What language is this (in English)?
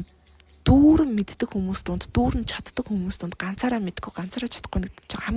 Mongolian